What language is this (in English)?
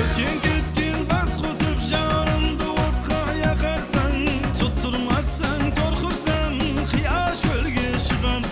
Kara-Kalpak